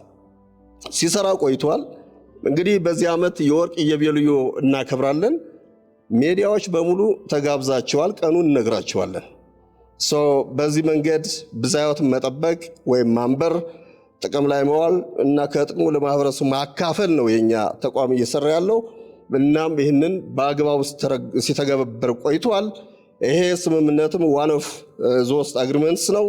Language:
Amharic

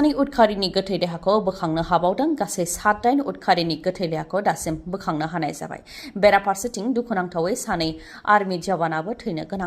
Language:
Bodo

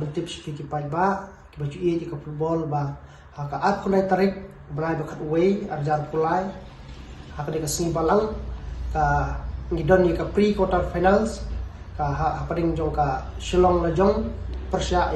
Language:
Khasi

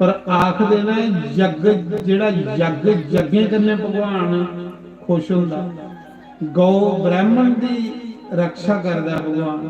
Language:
Dogri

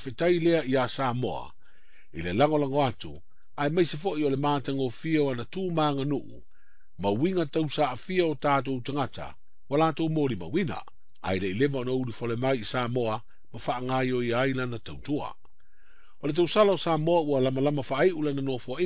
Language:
Samoan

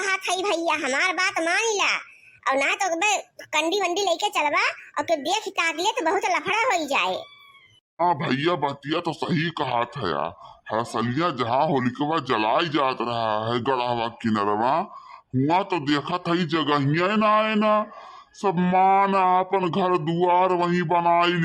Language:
Awadhi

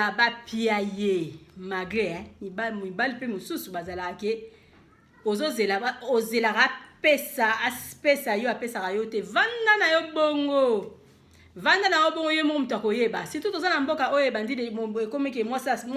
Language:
Lingala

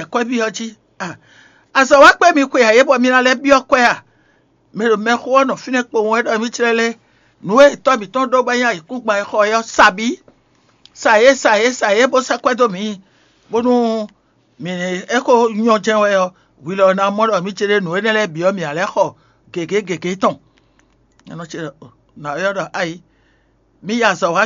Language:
Fon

